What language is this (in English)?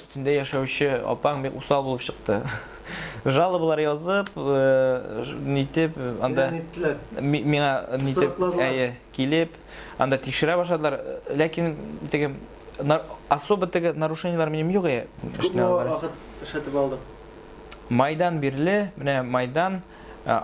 Tatar